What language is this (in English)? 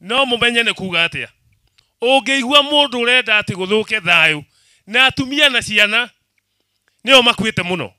Kikuyu